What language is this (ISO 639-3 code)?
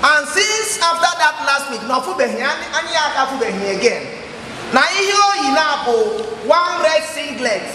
ibo